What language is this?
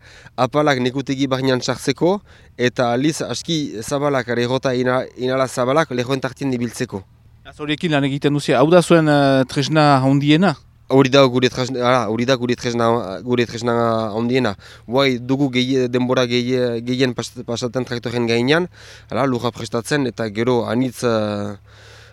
Basque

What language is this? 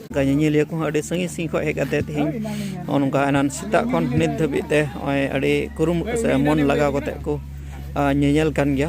Santali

